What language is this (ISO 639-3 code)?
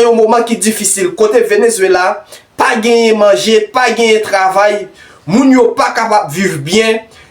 hat